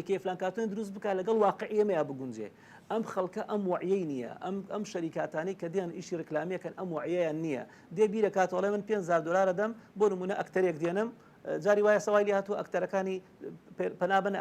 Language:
Central Kurdish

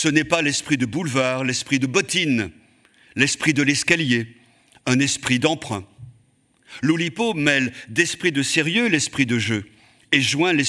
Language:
French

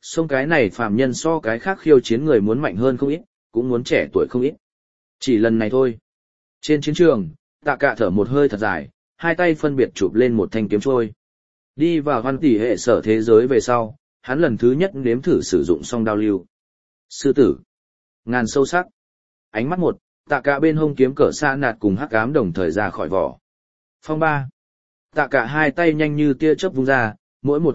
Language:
Vietnamese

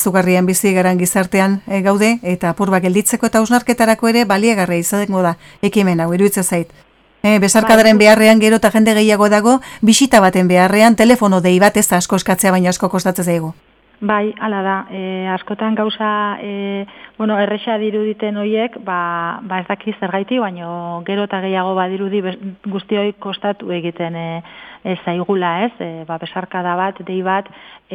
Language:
Basque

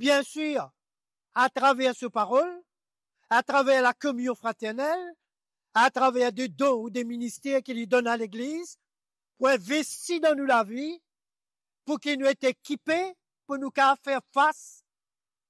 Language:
Morisyen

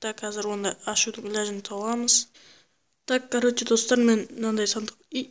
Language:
Kara-Kalpak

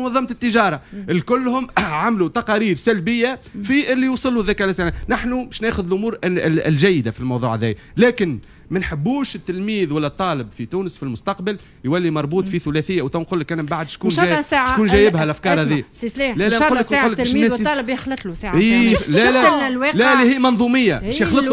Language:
Tunisian Arabic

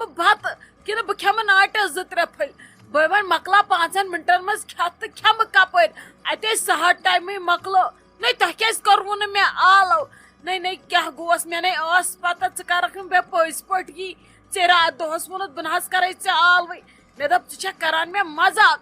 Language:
Kashmiri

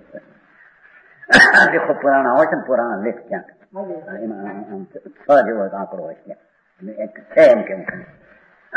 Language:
Gujarati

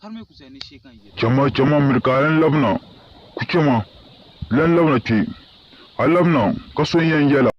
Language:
Dagbani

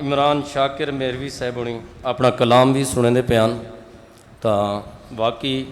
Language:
Saraiki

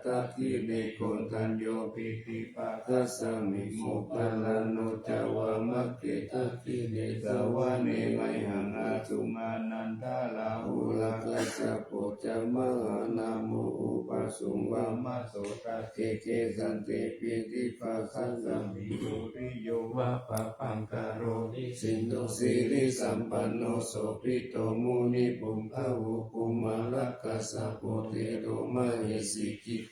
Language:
Pali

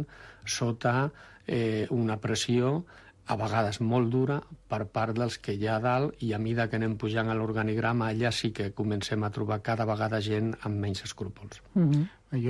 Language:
Catalan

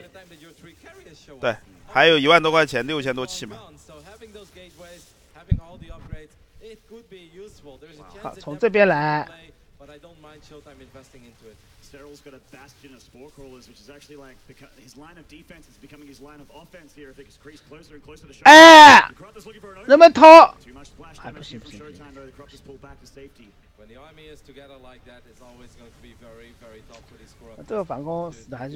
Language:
Chinese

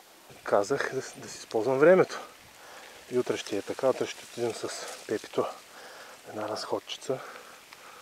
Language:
Bulgarian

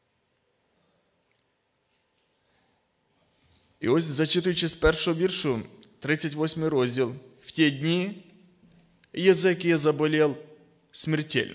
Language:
Ukrainian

